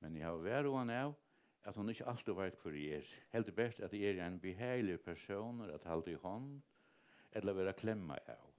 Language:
Faroese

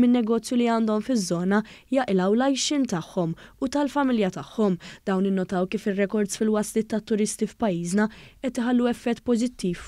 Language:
Maltese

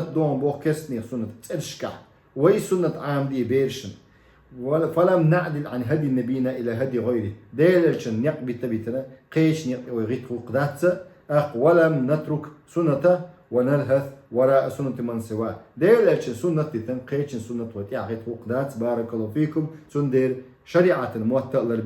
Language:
Chechen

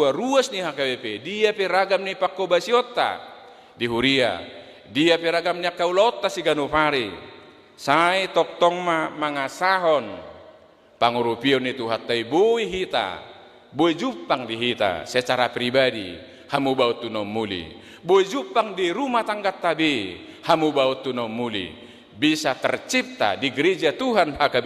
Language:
Batak Toba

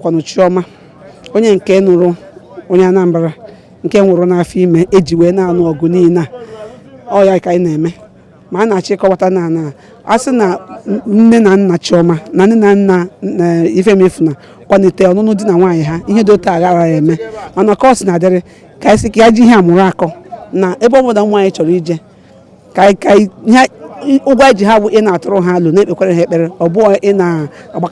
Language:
Igbo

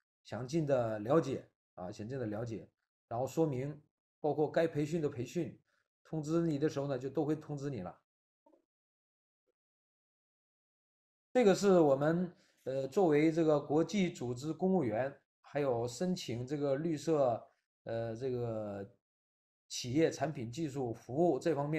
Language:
Chinese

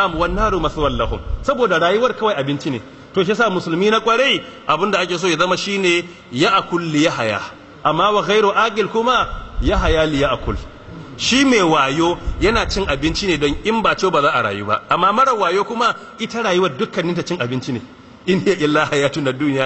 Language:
Hausa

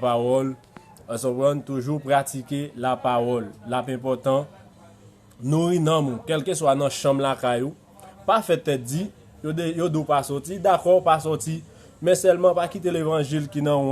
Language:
Haitian Creole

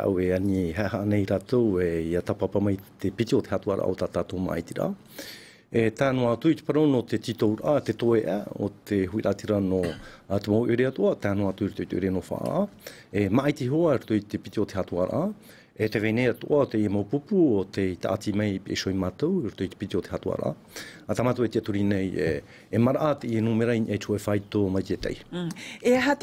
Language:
Tahitian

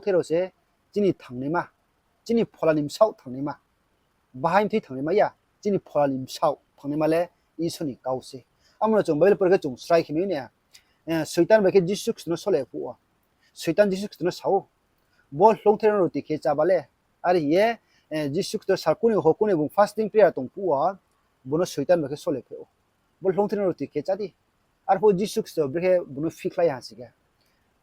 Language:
Riang (India)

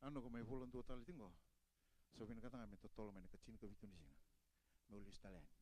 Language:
Fijian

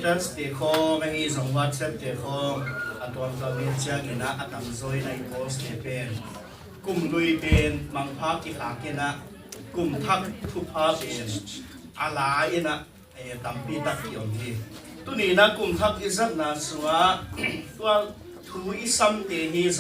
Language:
Tedim Chin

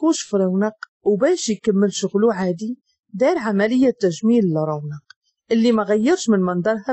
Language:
Moroccan Arabic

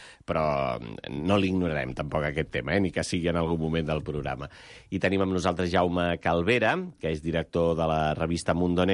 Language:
Catalan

